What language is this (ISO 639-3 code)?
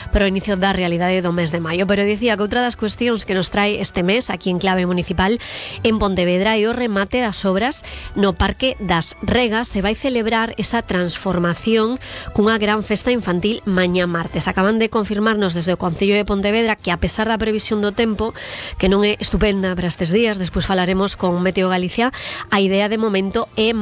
glg